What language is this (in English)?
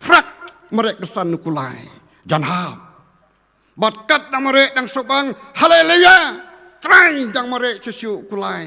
Khasi